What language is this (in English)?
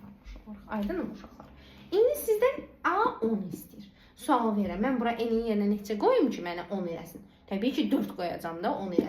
Azerbaijani